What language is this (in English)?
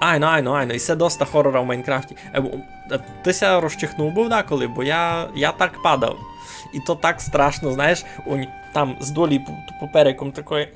Rusyn